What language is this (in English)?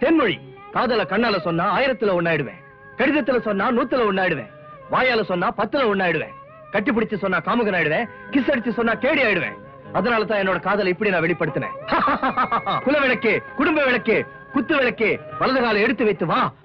Tamil